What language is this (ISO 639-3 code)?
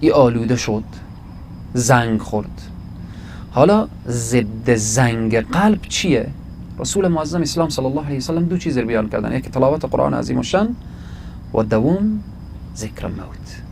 fas